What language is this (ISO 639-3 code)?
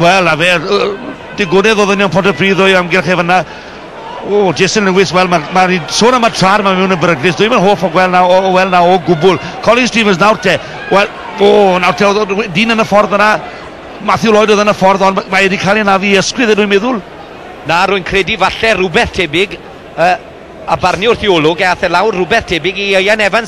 cym